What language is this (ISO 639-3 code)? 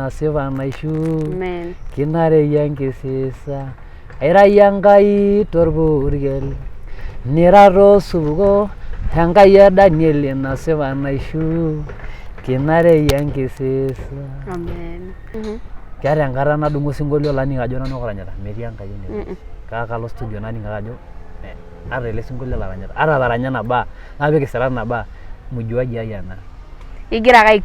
mas